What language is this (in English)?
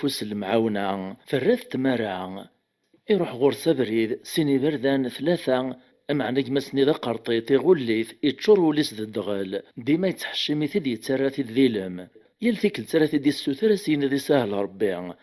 Kabyle